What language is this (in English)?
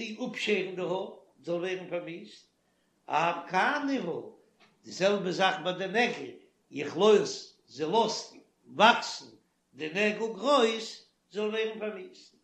Yiddish